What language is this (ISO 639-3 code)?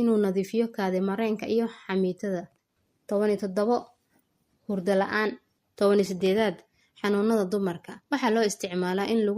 som